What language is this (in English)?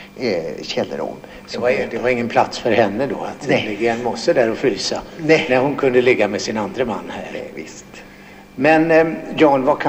Swedish